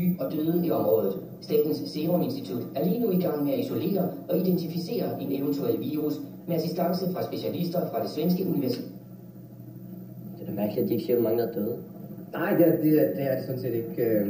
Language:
Danish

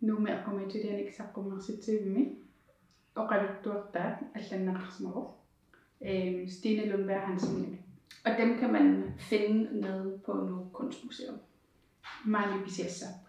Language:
Kalaallisut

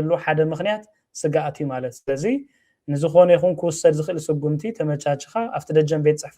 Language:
Tigrinya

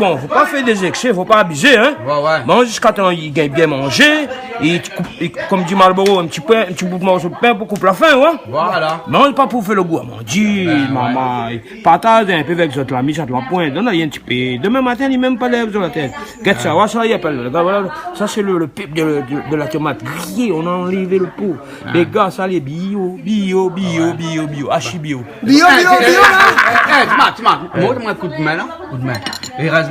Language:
Réunion Creole French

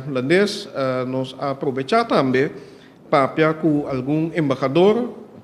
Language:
Papiamento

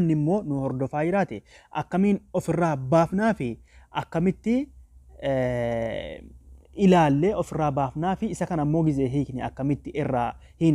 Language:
Oromo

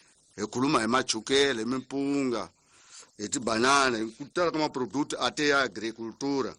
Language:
Tsonga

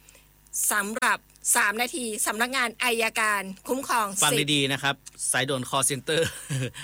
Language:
Thai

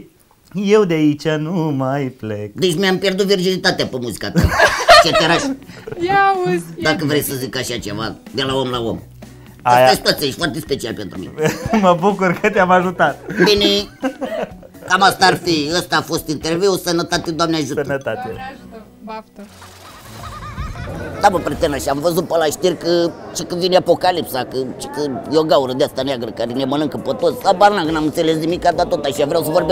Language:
Romanian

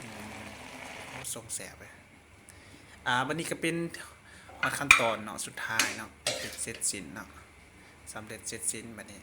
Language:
Lao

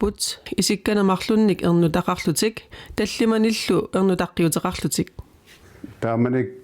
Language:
Kalaallisut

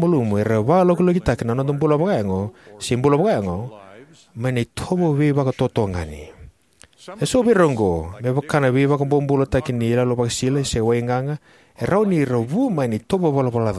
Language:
Fijian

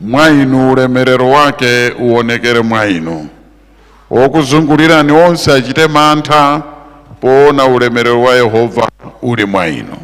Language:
Nyanja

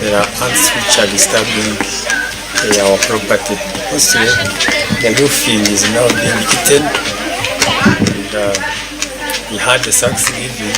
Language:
Nyankole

